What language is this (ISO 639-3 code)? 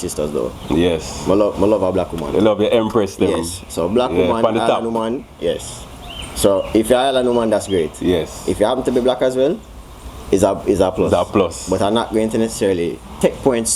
jam